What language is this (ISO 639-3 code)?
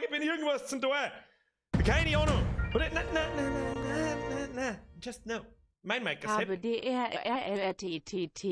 bar